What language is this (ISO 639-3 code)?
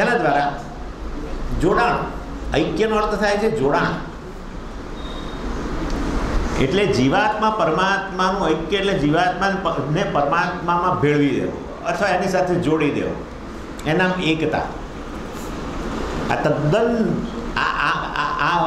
guj